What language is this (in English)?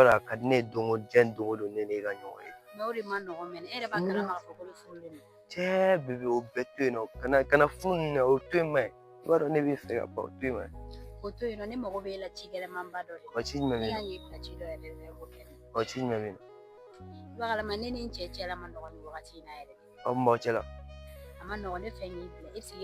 Bambara